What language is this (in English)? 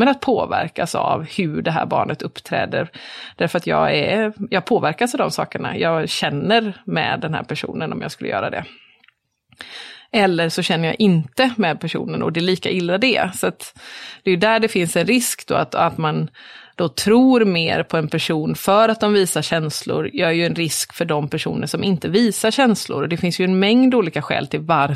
Swedish